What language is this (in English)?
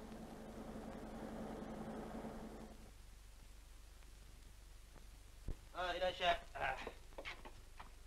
Japanese